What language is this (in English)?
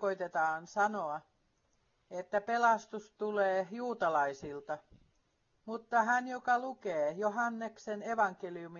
Finnish